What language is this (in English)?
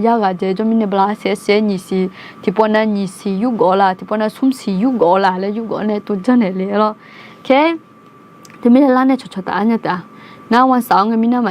Akha